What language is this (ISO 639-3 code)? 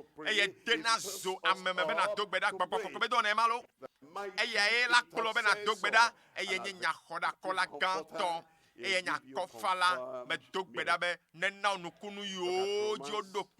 ewe